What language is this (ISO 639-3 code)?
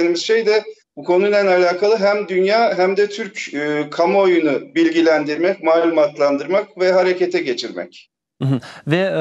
crh